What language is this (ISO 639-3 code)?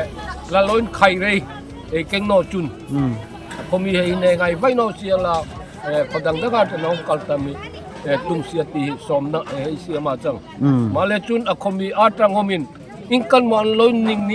dln